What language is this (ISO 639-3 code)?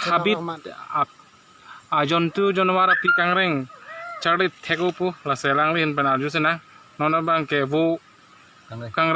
mjw